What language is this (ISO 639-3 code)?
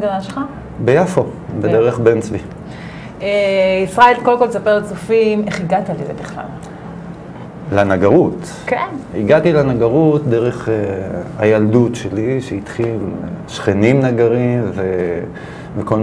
heb